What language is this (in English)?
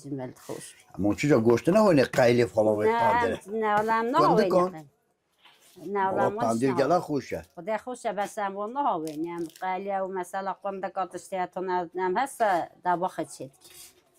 Kurdish